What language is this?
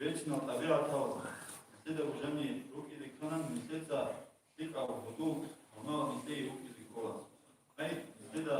Avaric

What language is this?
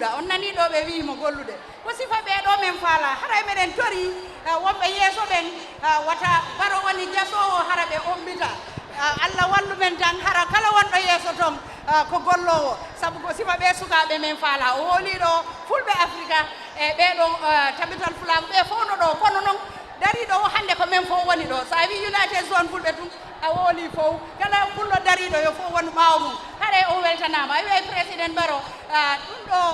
Fula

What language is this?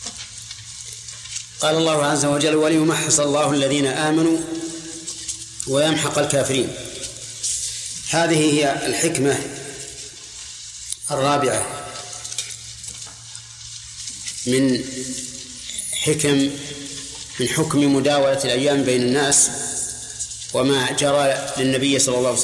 Arabic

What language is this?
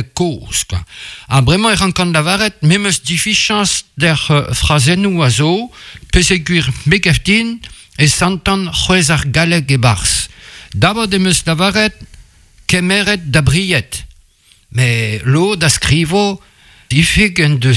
Breton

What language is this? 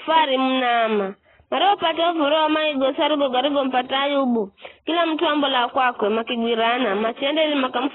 Giryama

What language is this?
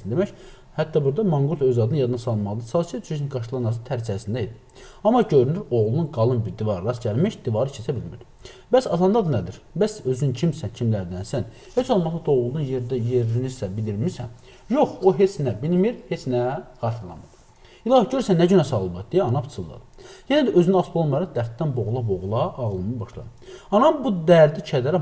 Azerbaijani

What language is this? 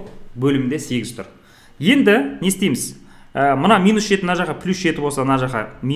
Kazakh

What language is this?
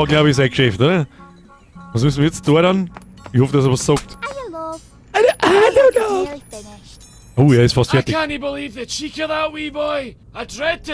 Bavarian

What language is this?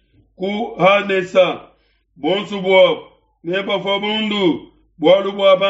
Luba-Lulua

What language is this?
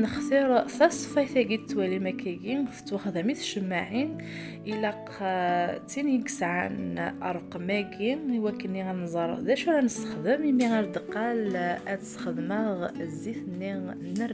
Kabyle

